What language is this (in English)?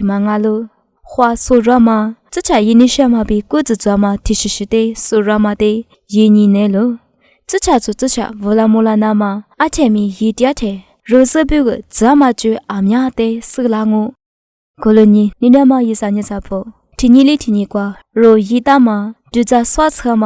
Lisu